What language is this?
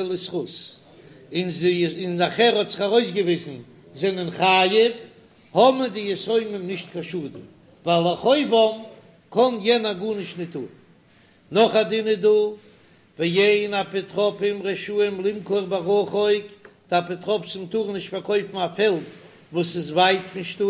Yiddish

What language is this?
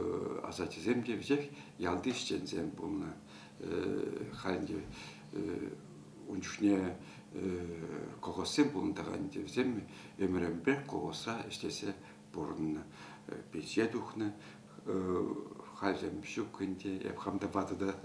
Chuvash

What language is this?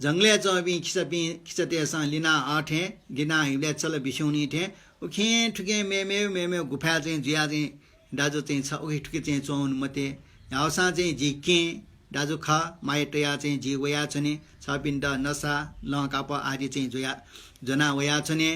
Newari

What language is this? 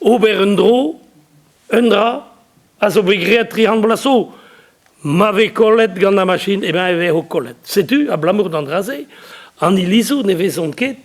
Breton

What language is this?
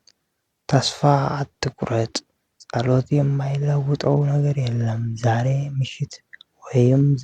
Amharic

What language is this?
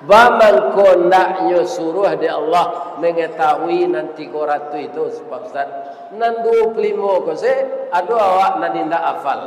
Minangkabau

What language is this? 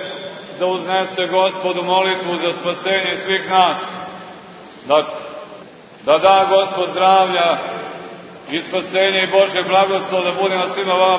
Serbian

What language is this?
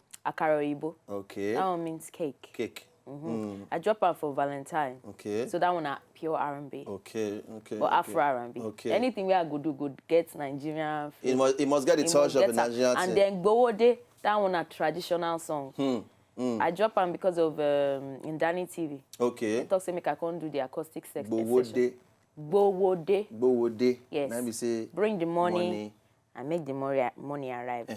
Nigerian Pidgin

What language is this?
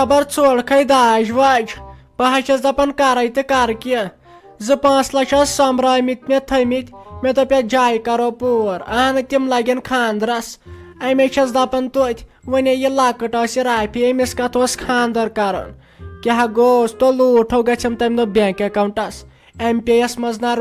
Kashmiri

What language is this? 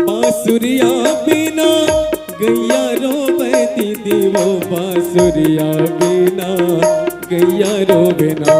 Chhattisgarhi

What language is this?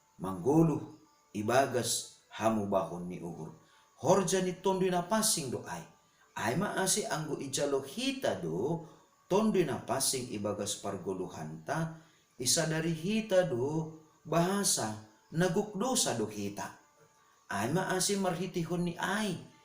Batak Simalungun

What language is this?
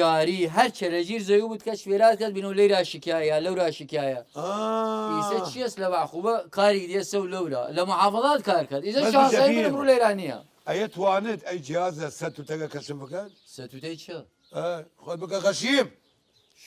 Southern Kurdish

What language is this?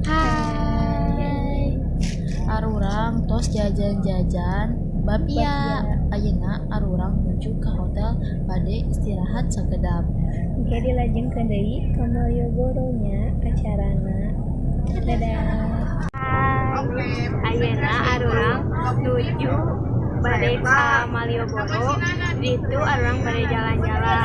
Sundanese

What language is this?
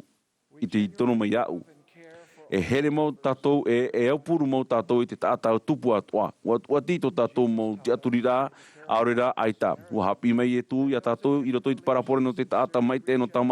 Tahitian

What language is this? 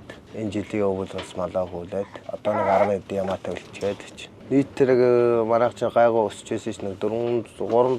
Mongolian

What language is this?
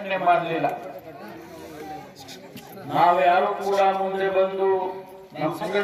Kannada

